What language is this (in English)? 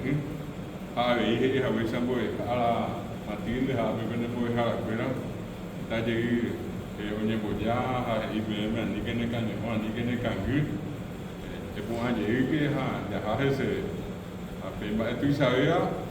Guarani